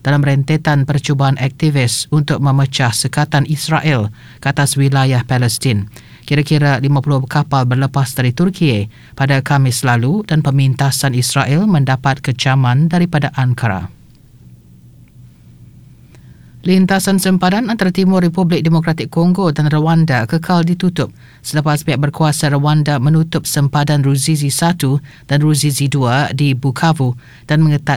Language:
Malay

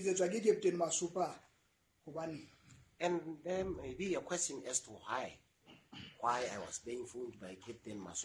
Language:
Southern Sotho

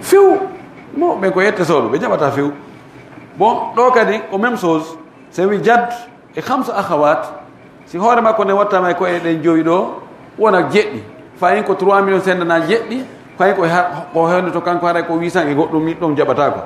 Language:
Fula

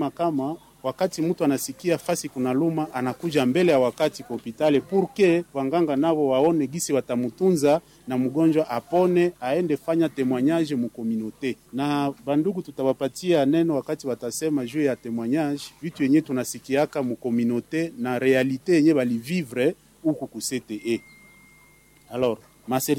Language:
Swahili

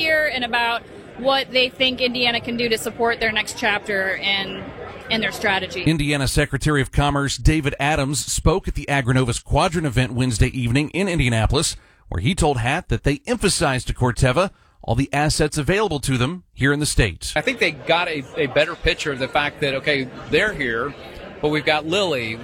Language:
English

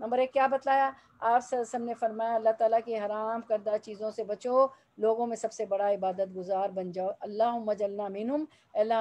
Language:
Urdu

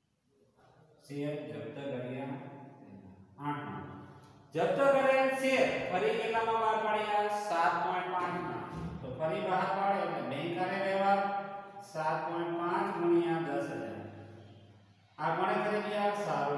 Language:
Gujarati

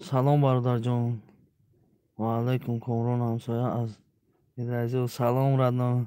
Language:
Tajik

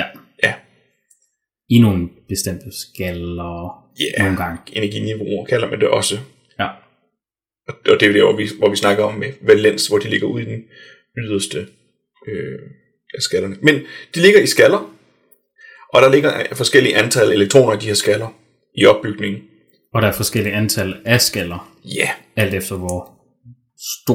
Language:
Danish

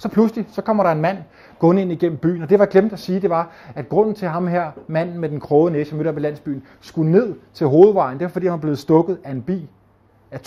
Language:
Danish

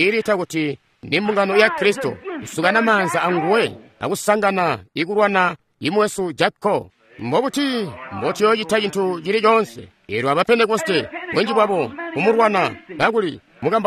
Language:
Tonga (Zambia)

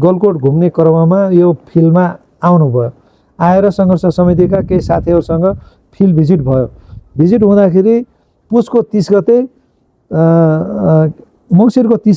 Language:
Nepali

